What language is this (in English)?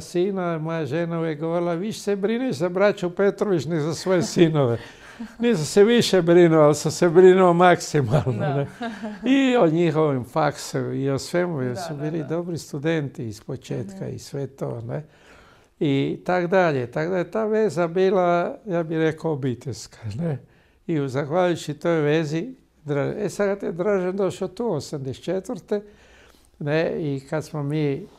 Croatian